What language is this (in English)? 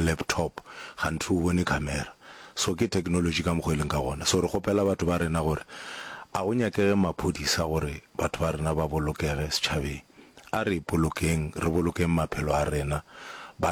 Northern Sotho